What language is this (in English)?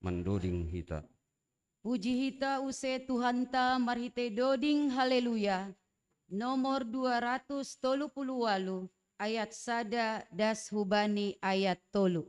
Batak Simalungun